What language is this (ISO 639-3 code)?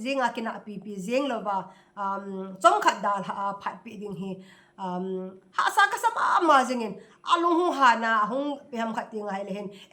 tcz